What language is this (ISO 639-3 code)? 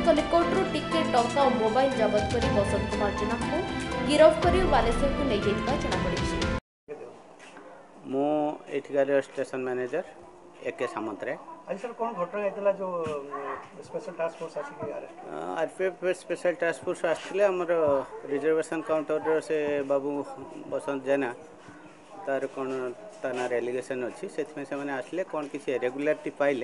ori